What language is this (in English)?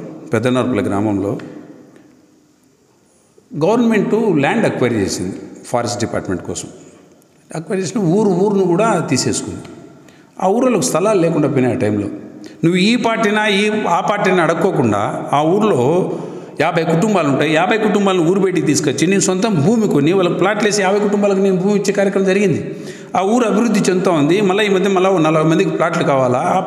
Telugu